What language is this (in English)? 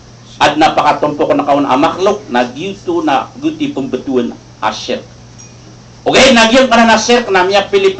Maranao